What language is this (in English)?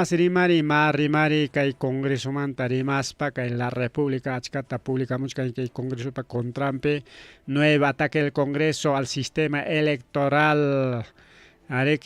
Ayacucho Quechua